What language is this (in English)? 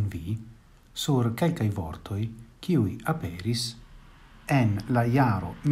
Esperanto